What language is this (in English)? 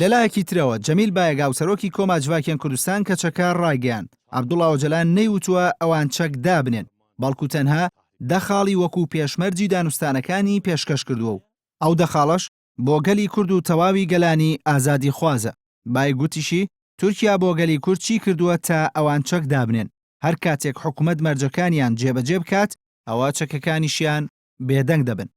Central Kurdish